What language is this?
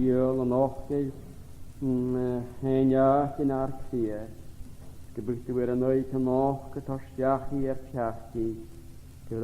Scottish Gaelic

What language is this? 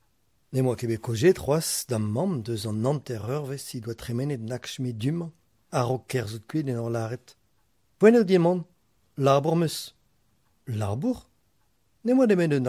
Breton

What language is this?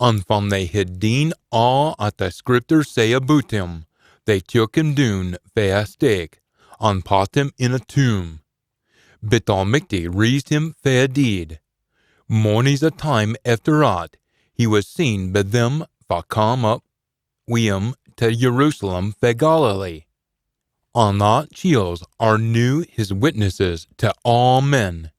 Scots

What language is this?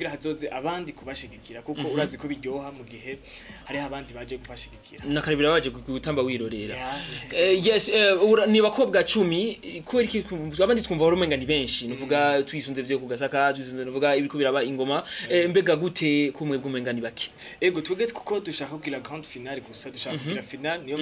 Rundi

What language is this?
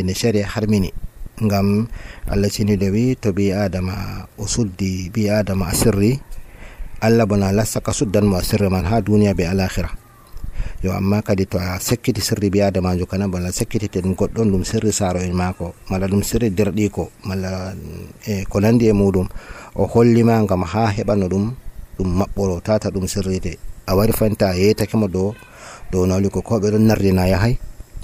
Nigerian Fulfulde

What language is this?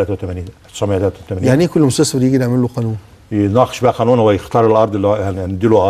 Egyptian Arabic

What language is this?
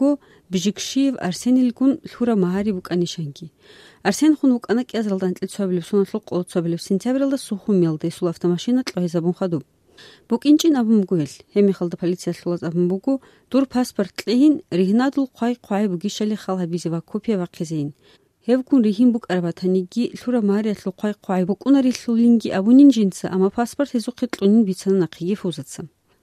Avaric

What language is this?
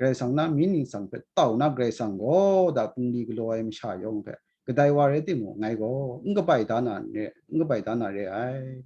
Kachin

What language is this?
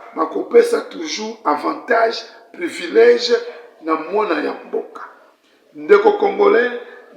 Lingala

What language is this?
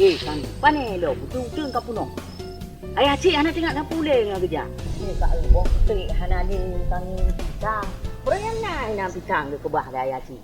Achinese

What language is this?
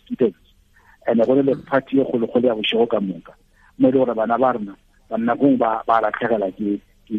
Tswana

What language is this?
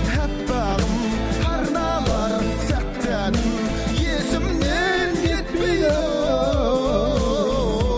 Kazakh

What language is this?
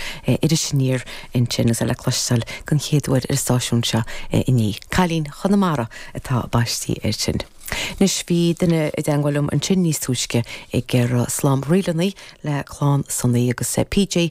Irish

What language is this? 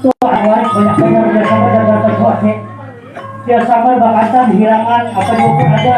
Banjar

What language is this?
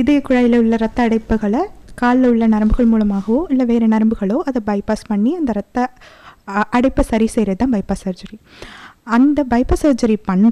Tamil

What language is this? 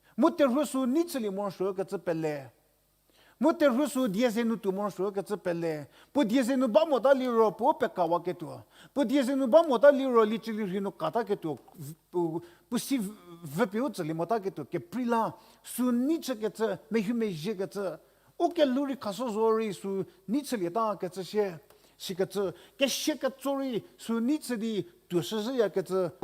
Angami Naga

